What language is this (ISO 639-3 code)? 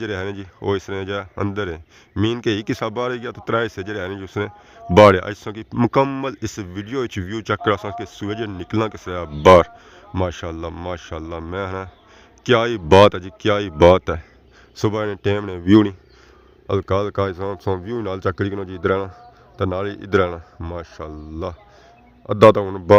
phr